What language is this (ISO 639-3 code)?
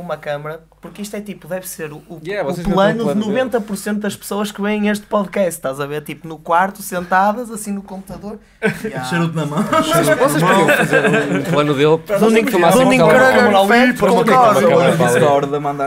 por